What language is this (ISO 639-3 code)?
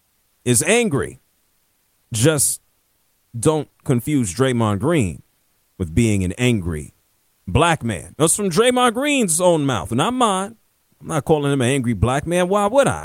eng